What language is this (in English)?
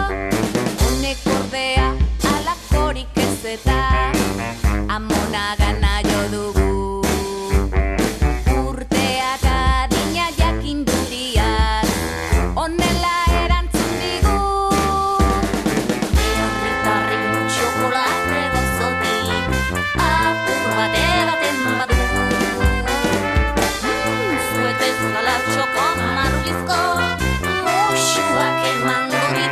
Basque